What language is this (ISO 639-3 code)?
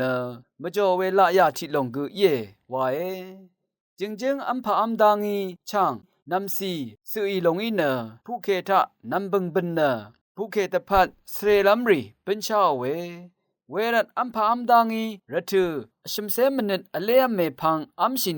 raw